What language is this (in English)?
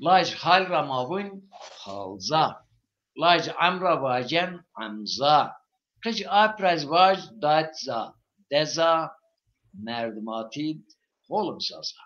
Zaza